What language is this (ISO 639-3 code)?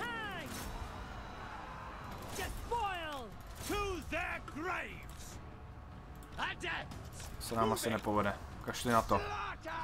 ces